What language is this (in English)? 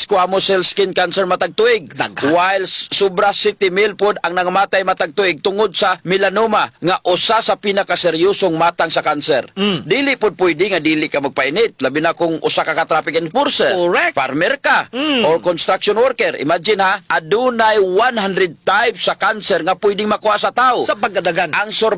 Cebuano